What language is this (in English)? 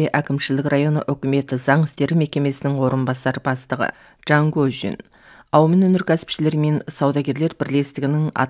Kazakh